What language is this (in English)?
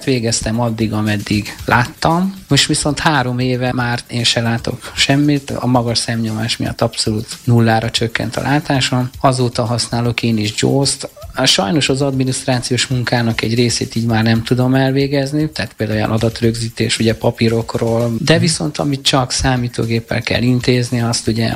Hungarian